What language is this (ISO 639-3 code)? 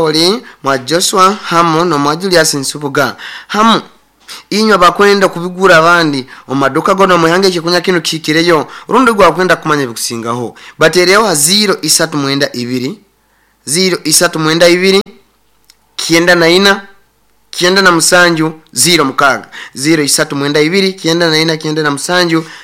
nyo